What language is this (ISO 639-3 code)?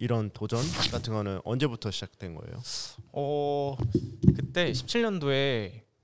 kor